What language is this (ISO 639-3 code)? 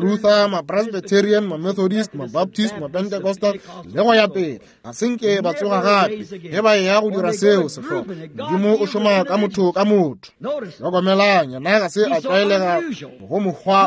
nso